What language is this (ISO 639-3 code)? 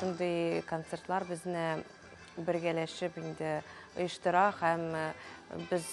tat